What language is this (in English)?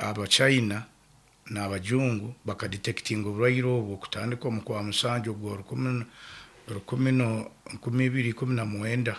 Nyoro